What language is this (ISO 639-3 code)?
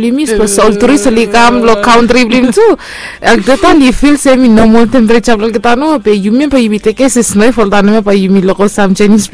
bis